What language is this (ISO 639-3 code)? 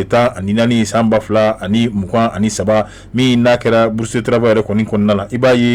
bam